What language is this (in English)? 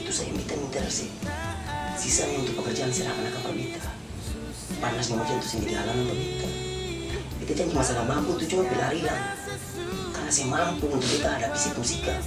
Ambonese Malay